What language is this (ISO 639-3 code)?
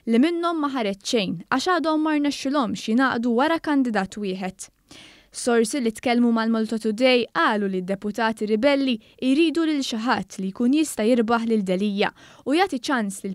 mlt